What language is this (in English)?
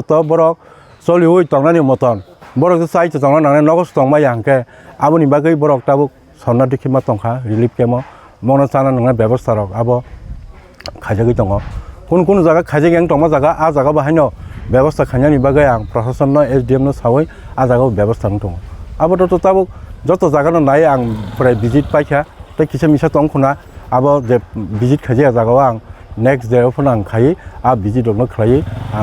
Kok Borok